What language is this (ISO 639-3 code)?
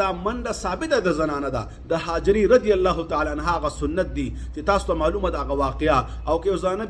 pus